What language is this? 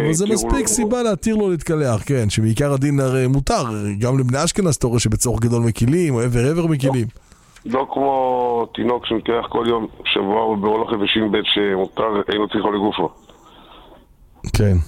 Hebrew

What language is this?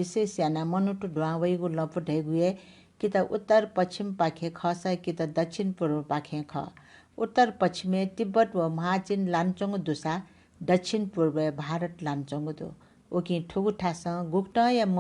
Newari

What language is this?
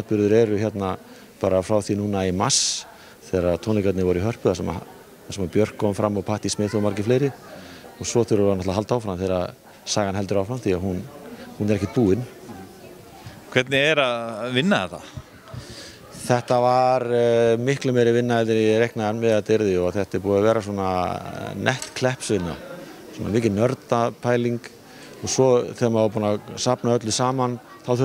Icelandic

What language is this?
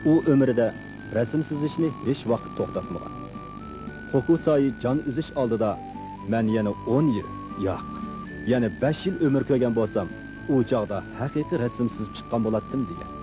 Uyghur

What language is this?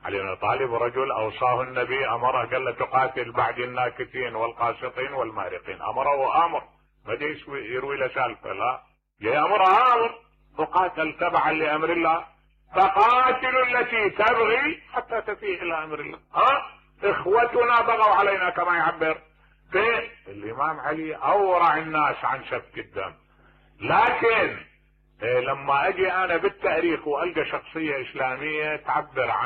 Mesopotamian Arabic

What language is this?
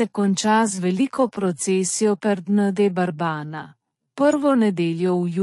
Slovenian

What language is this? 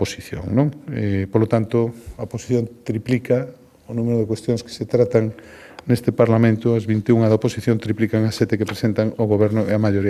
Galician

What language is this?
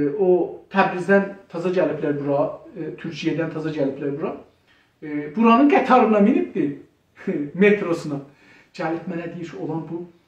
South Azerbaijani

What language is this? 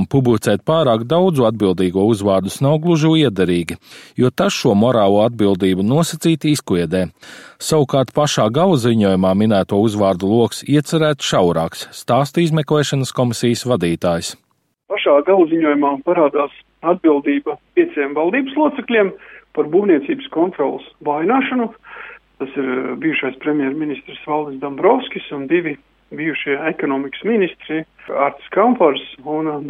Latvian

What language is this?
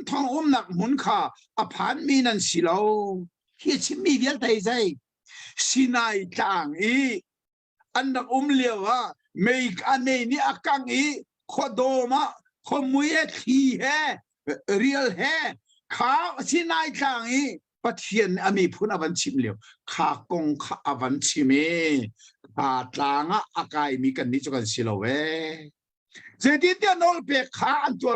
Hakha Chin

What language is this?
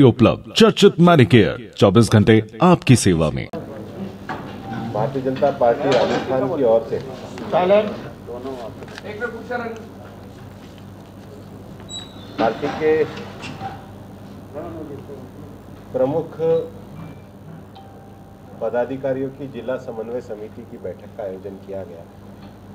Hindi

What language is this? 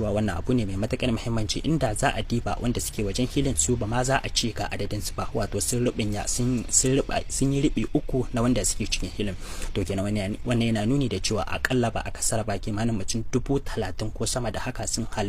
Hausa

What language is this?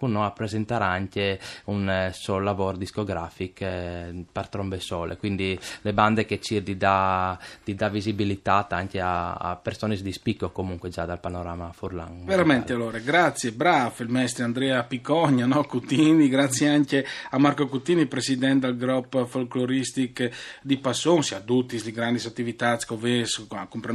Friulian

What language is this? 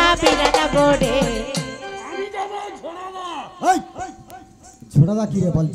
Bangla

